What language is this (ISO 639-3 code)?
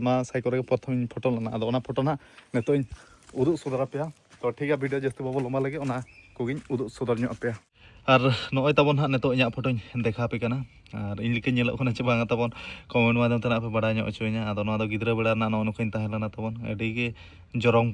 sat